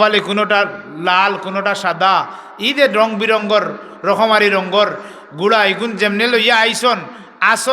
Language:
Sylheti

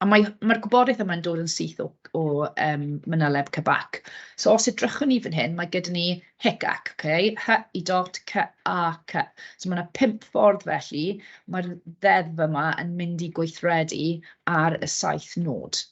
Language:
Welsh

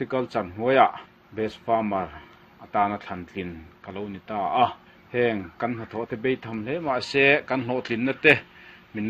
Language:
Mizo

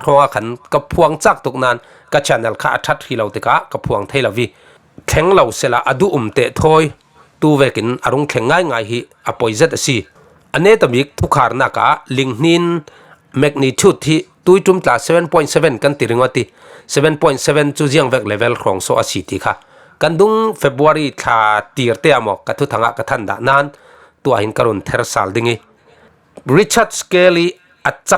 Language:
Falam Chin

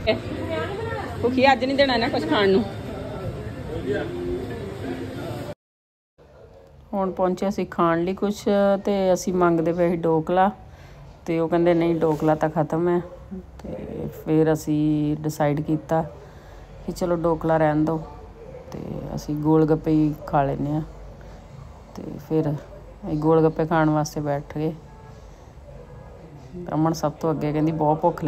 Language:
Punjabi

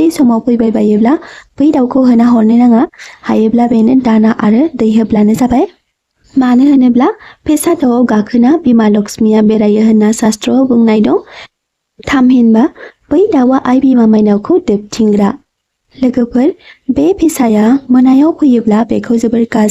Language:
Bodo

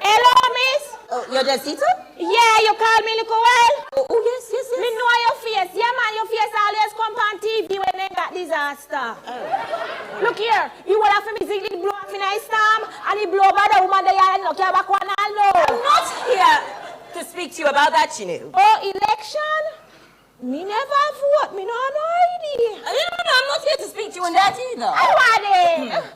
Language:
Jamaican Creole English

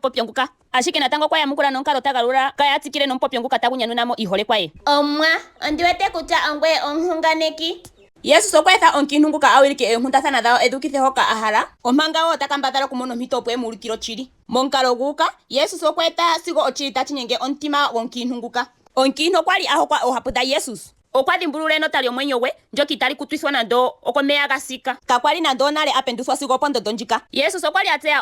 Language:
Ndonga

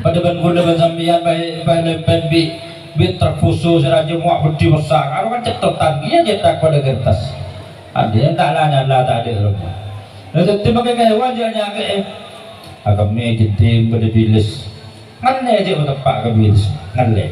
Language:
Madurese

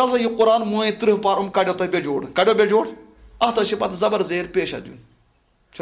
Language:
Kashmiri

